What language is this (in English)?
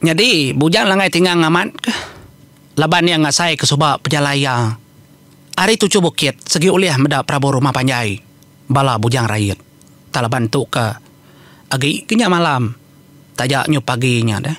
Iban